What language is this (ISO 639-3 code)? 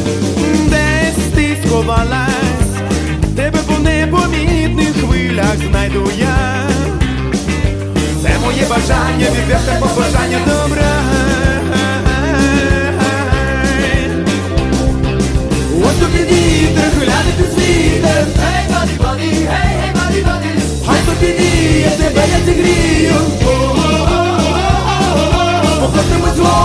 ukr